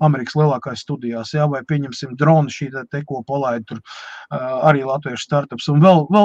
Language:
Latvian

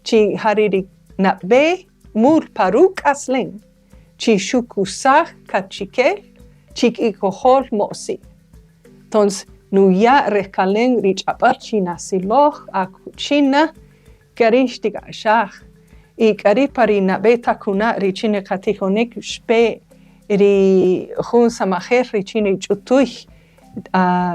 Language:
Kaqchikel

